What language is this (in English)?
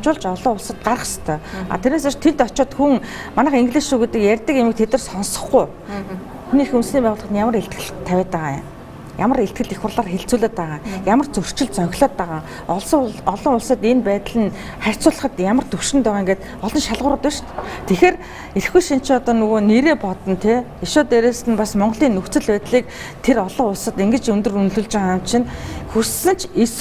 Mongolian